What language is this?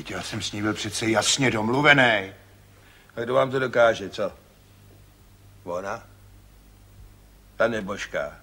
Czech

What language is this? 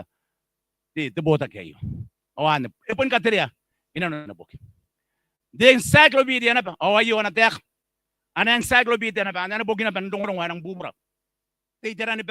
Gilbertese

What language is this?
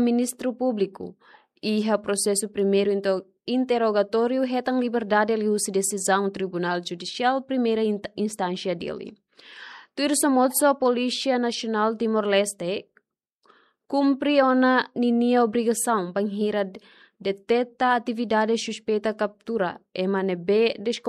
Tetum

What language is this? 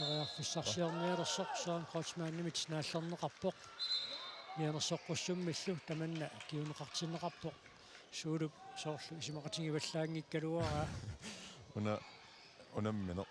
Kalaallisut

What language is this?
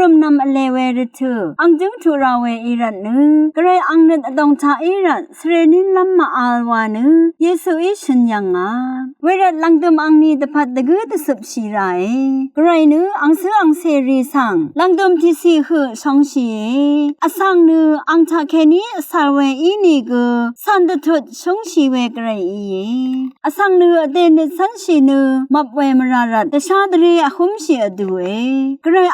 Rawang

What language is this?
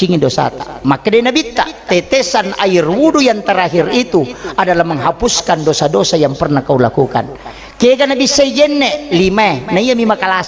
Buginese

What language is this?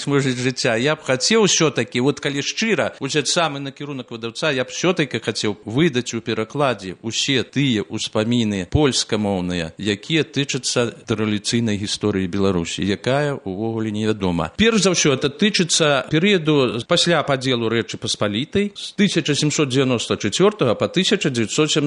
Belarusian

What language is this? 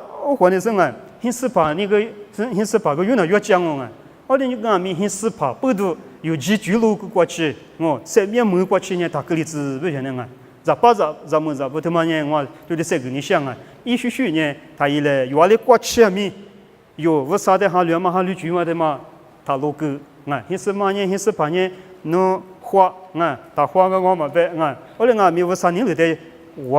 Lisu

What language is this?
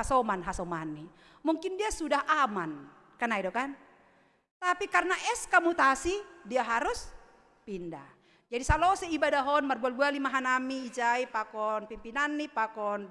Batak Simalungun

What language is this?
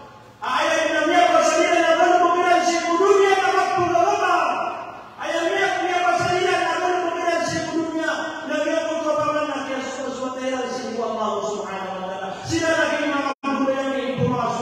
Maranao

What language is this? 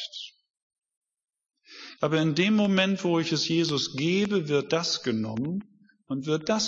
German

